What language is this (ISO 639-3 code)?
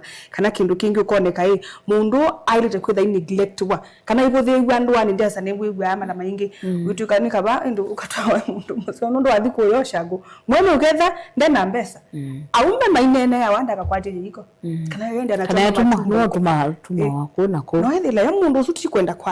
kam